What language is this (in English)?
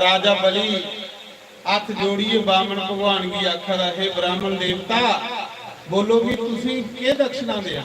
Dogri